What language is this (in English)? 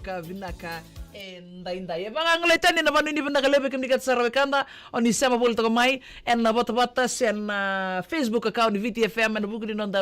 Fijian